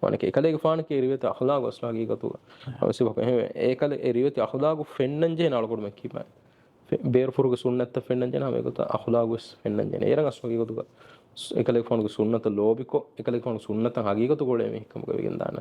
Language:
Divehi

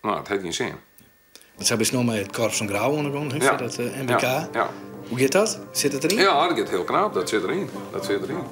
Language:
Western Frisian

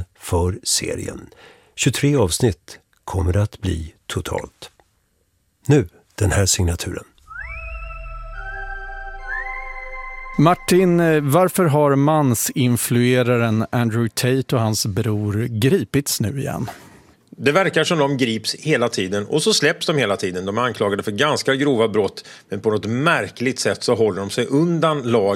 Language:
Swedish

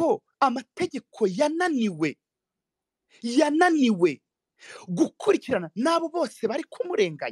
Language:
Kinyarwanda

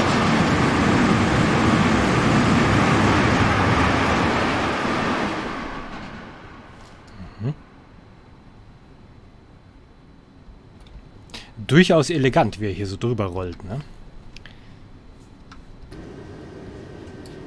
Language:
German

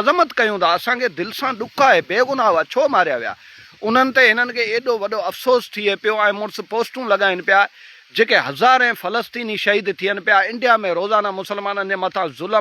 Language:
Sindhi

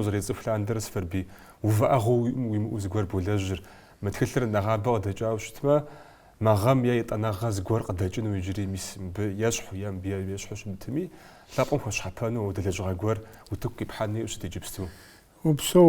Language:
Kabardian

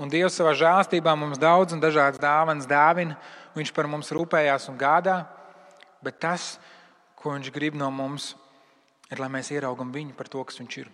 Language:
Latvian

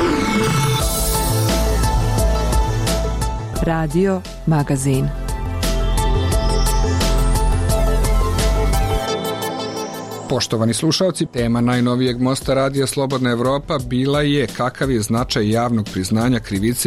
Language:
Serbian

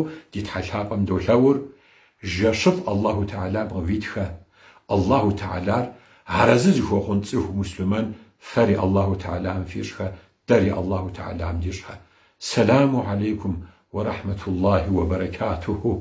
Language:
Kabardian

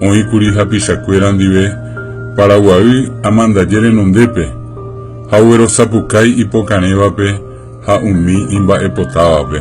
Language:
Guarani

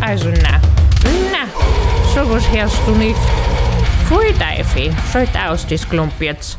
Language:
Bavarian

